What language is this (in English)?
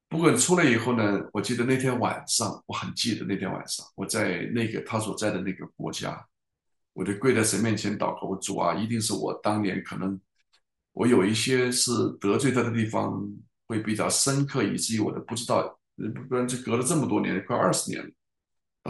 Chinese